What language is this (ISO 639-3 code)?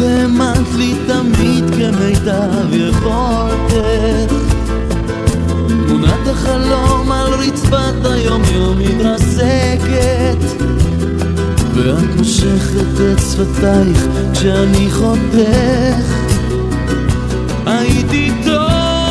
heb